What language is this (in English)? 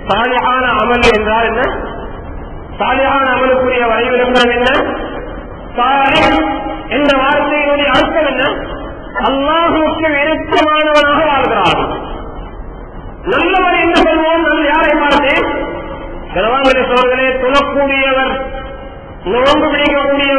Tamil